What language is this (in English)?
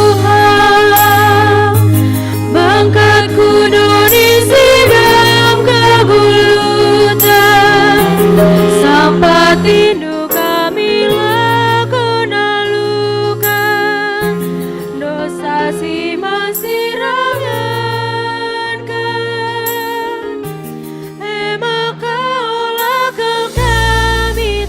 Batak Karo